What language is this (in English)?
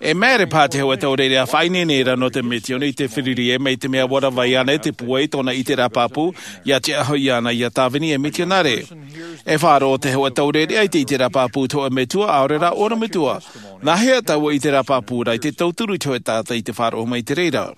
Tahitian